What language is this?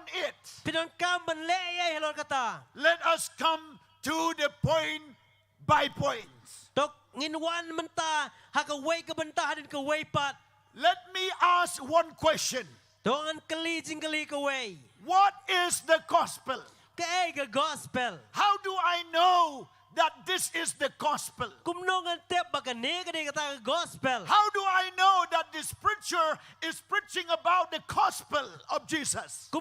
Khasi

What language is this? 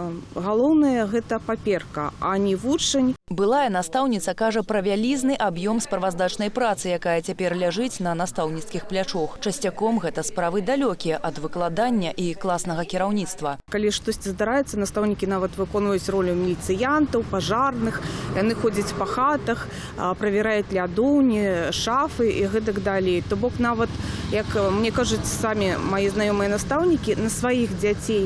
Belarusian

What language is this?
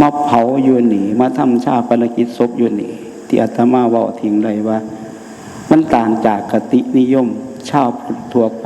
Northeastern Thai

